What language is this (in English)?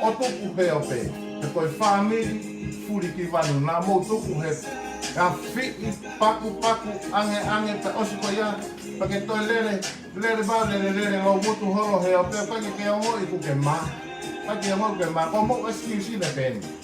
Tongan